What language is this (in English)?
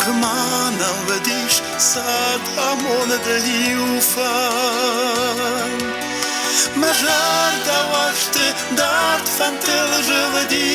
Ossetic